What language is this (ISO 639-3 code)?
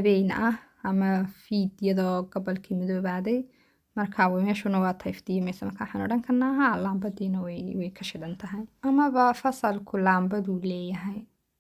som